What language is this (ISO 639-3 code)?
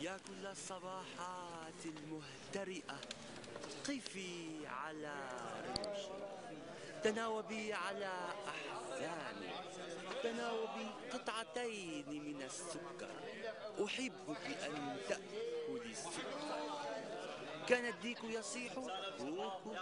apc